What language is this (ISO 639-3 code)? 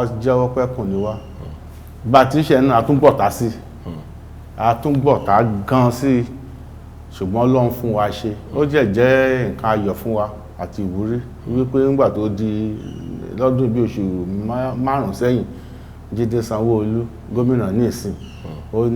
yor